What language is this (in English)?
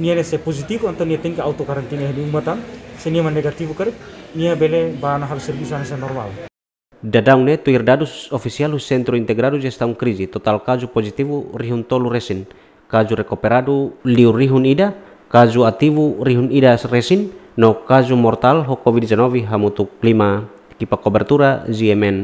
Tetum